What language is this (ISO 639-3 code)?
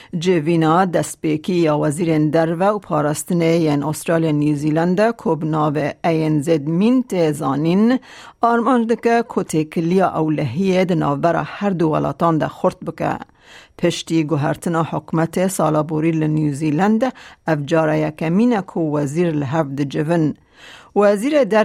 kur